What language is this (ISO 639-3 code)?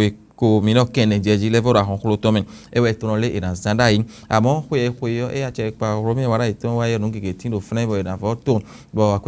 fon